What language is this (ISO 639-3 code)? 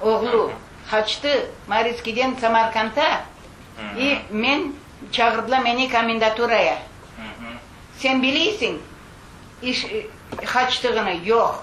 crh